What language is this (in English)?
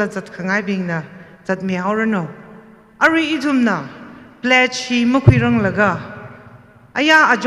Tangkhul Naga (India)